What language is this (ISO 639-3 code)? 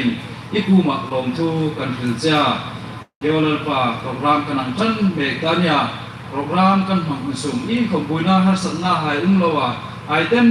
hmr